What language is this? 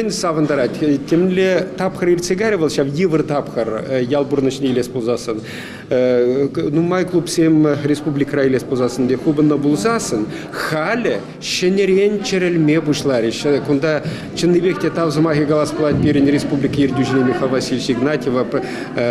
Chuvash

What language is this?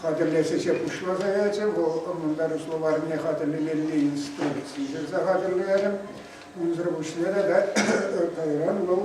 Chuvash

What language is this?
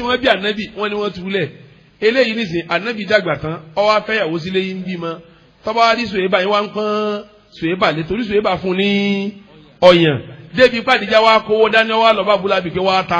Yoruba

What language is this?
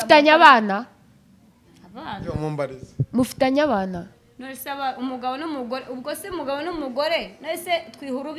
Kinyarwanda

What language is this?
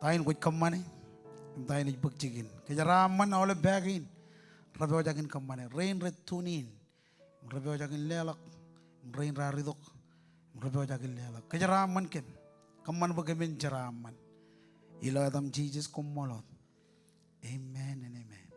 Marshallese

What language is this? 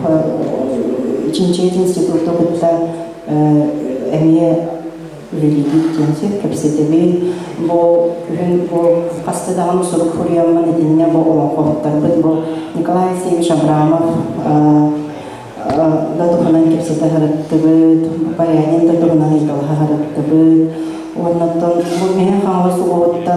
Yakut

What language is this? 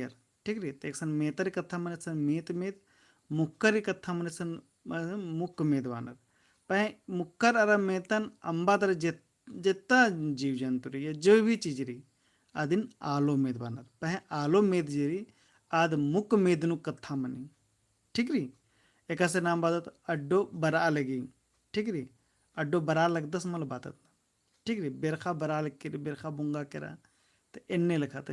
Kurukh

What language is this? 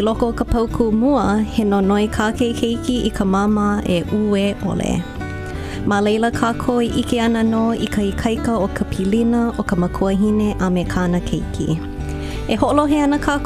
Hawaiian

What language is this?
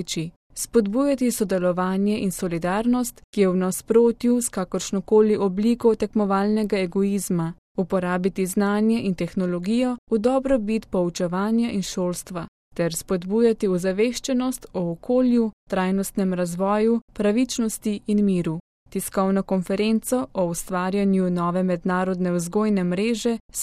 Slovenian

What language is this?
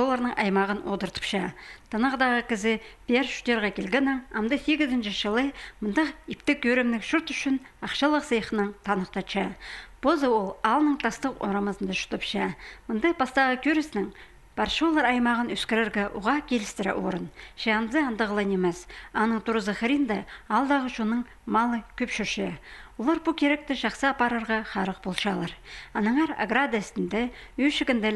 Khakas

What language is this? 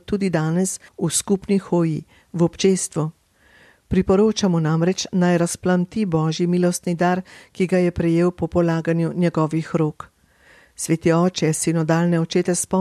Slovenian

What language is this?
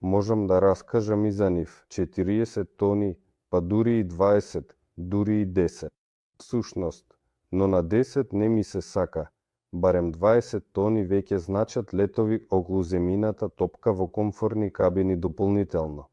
Macedonian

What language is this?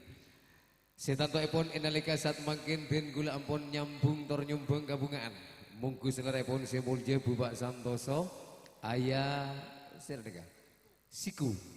Madurese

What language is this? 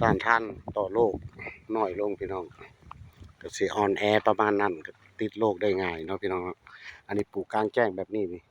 Lao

